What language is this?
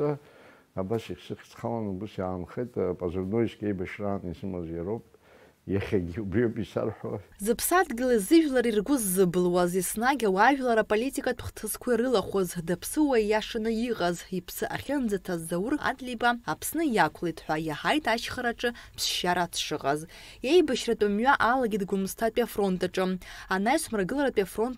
Abkhazian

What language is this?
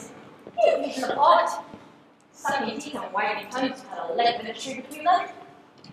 Hawaiian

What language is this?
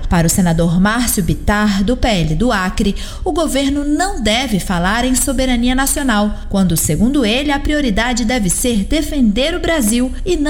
Portuguese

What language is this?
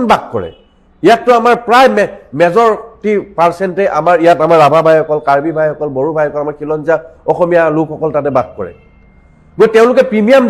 Assamese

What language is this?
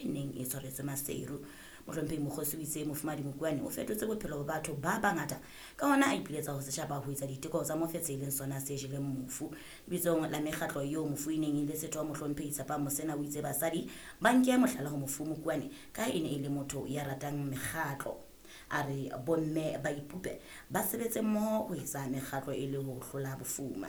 Southern Sotho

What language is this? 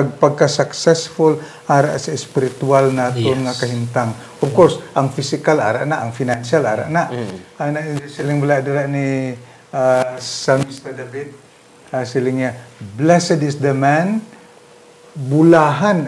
Hiligaynon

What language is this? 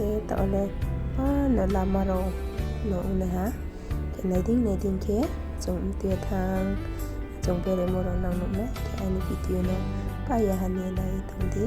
Riang (India)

